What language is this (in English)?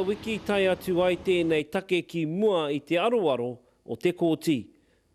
Māori